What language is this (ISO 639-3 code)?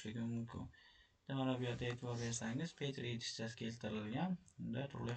uzb